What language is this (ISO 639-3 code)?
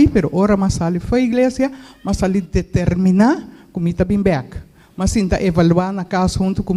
pap